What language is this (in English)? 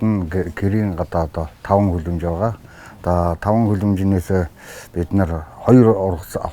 Mongolian